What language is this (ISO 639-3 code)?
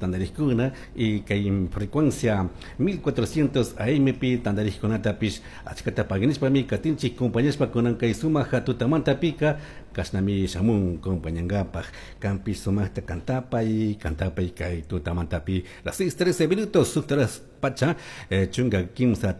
qug